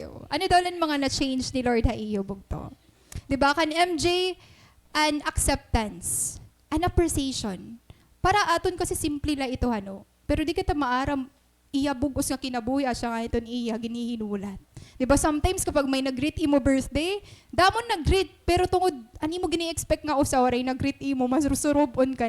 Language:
Waray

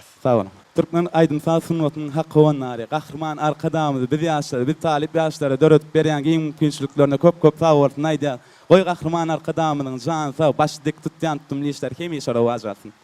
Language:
Turkmen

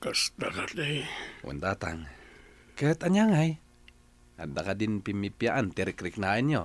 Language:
Iloko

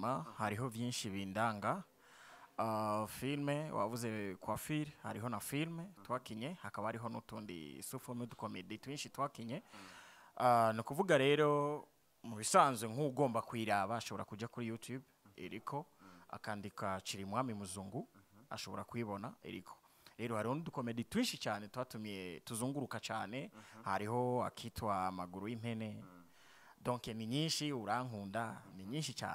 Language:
Rundi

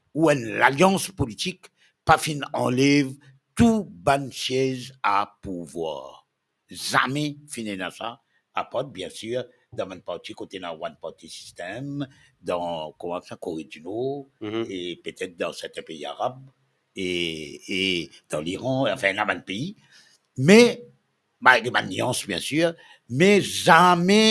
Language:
Morisyen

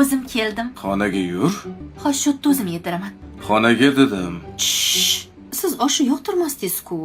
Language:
Uzbek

